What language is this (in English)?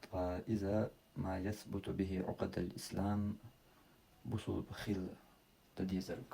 Chechen